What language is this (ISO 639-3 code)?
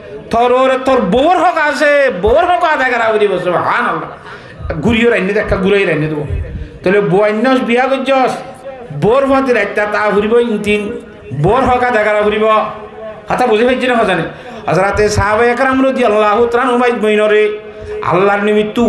rhg